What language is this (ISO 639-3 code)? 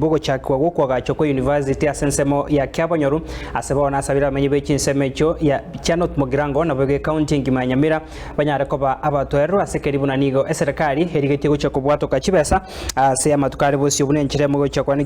guz